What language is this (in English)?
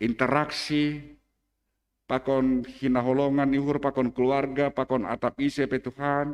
Batak Simalungun